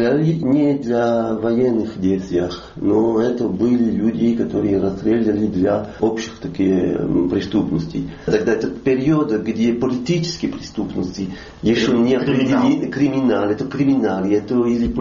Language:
Russian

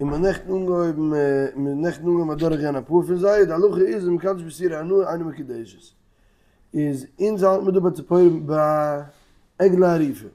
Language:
Yiddish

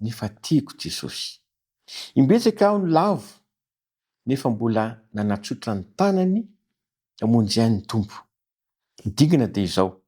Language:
Malagasy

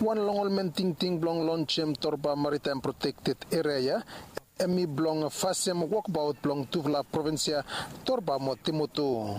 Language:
Bislama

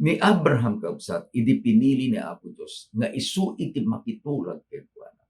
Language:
Iloko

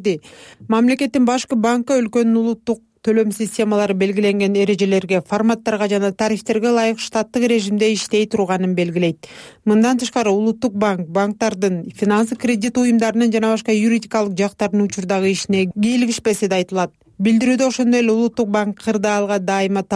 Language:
Kyrgyz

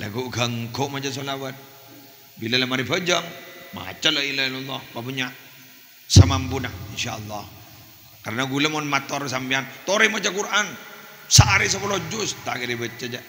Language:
Madurese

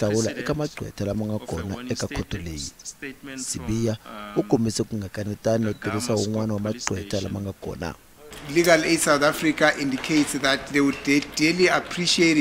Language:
Tsonga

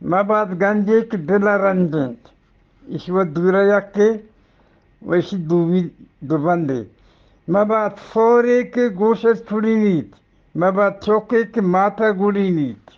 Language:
Eastern Balochi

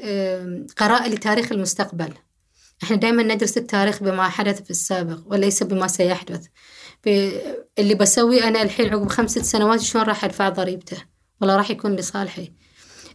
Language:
Gulf Arabic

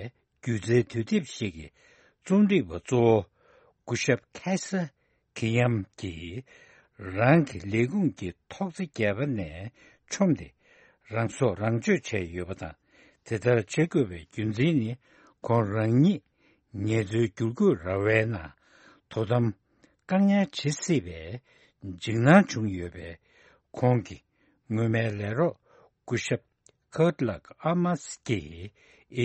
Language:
Tibetan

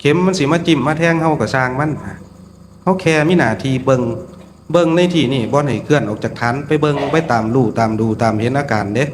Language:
Northeastern Thai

